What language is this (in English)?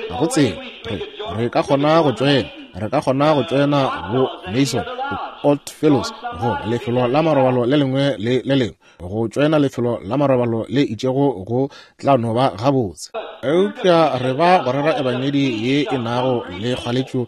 Northern Sotho